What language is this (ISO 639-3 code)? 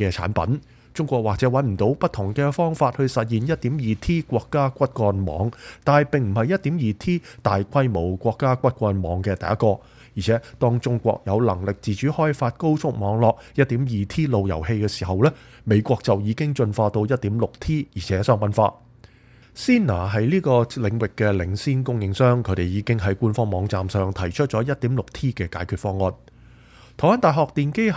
yue